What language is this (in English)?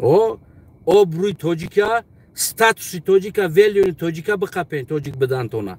Tajik